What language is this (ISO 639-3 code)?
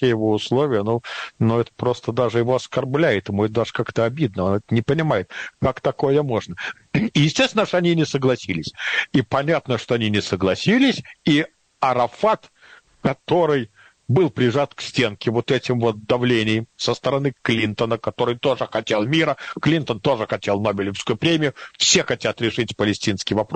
rus